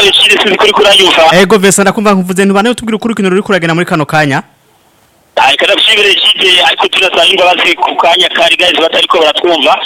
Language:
Rundi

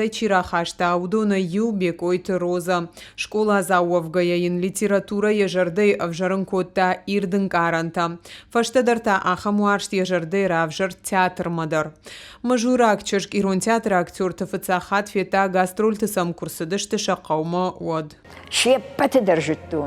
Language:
Ossetic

